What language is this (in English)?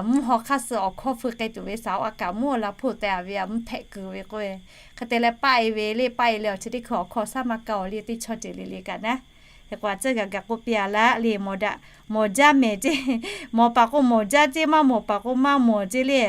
Lahu